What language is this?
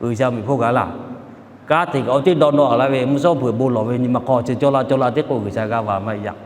Lahu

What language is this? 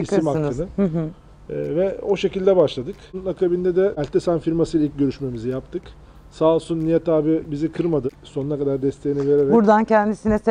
Turkish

